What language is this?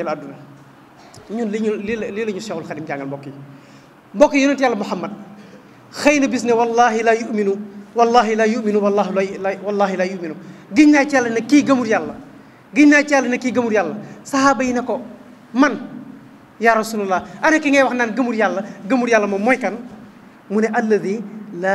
Wolof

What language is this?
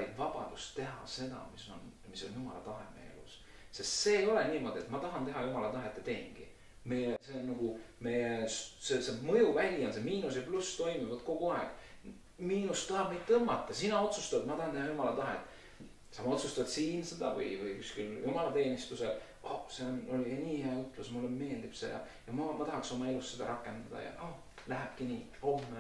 Estonian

